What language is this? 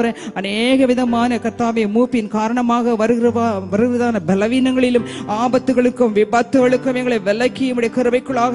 Tamil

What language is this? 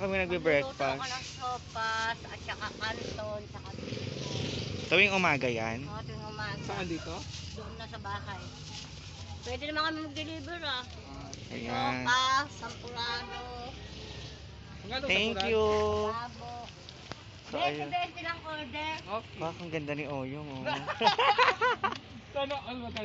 Filipino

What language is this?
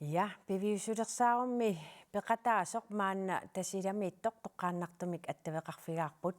Kalaallisut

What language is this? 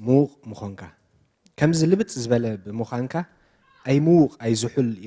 Tigrinya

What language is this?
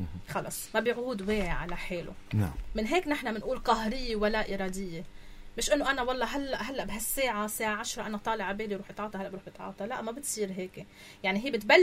North Levantine Arabic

